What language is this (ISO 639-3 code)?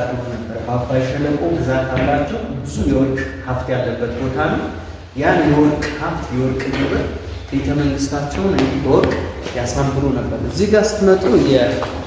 amh